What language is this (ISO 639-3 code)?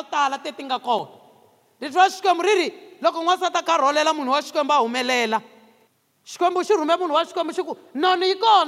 tso